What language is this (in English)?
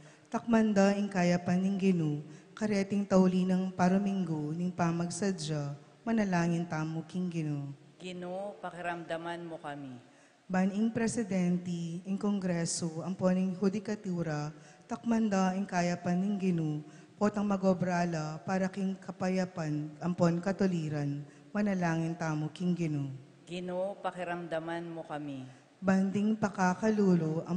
Pampanga